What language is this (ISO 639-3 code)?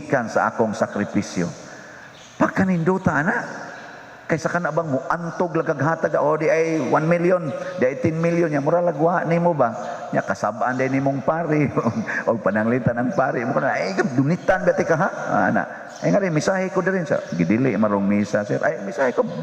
ceb